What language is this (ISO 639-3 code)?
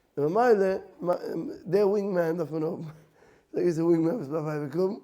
yid